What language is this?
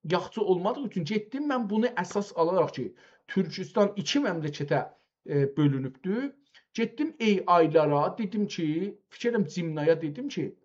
South Azerbaijani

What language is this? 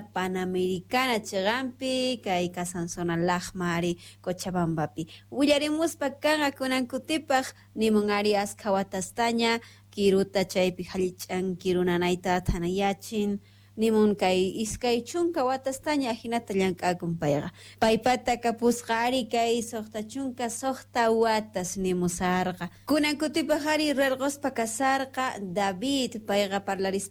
South Bolivian Quechua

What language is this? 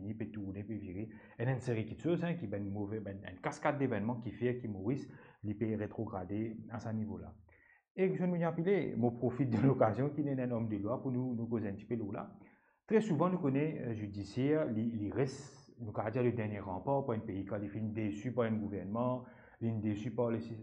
Morisyen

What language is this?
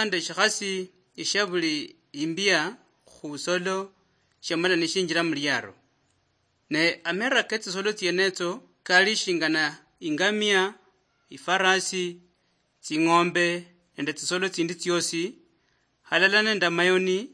Luyia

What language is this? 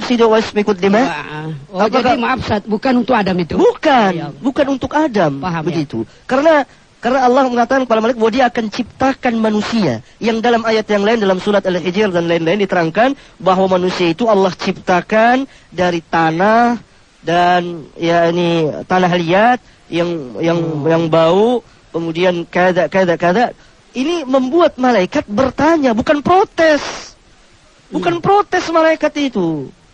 Indonesian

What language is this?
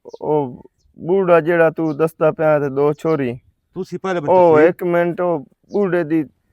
Western Panjabi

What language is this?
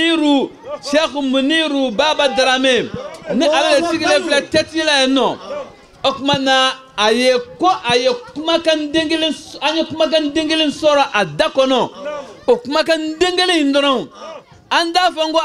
Bambara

